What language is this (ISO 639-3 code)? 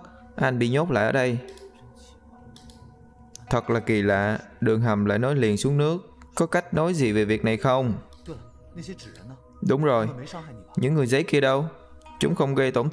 vie